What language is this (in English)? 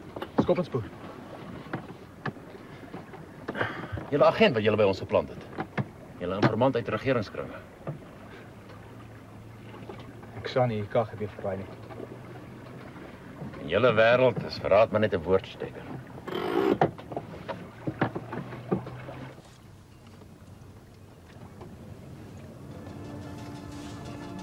Afrikaans